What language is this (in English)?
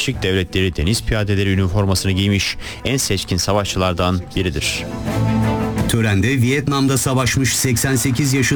Turkish